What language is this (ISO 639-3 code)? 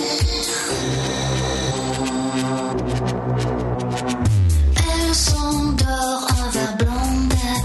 fra